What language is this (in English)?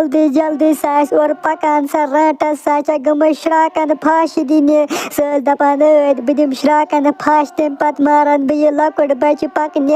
Kashmiri